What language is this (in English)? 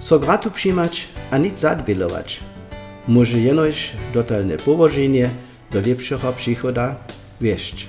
Upper Sorbian